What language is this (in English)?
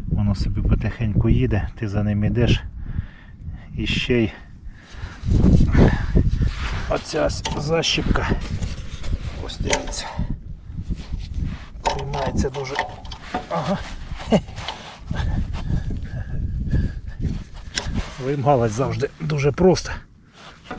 Ukrainian